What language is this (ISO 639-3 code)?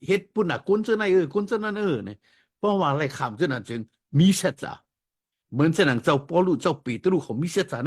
shn